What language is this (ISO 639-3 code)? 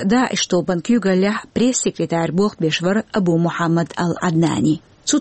che